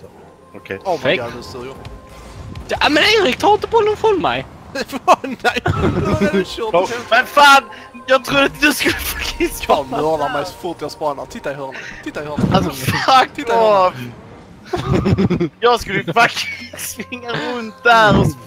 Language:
Swedish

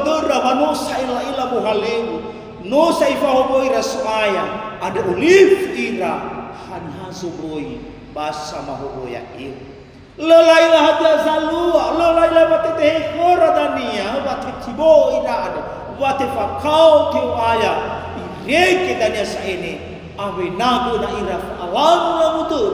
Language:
Nias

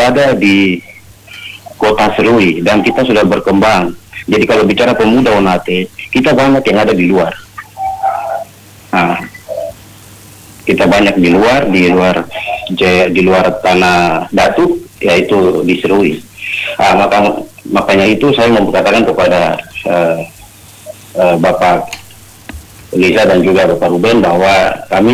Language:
Indonesian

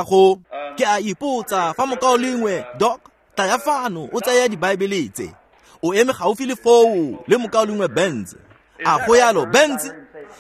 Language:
Tswana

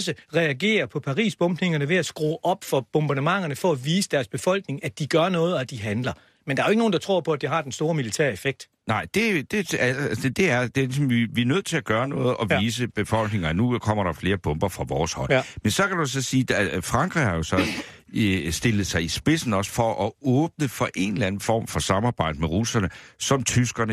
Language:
Danish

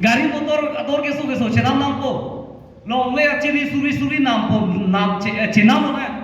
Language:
Karbi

